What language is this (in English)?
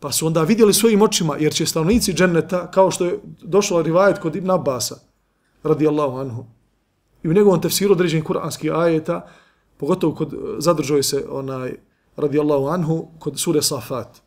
Bosnian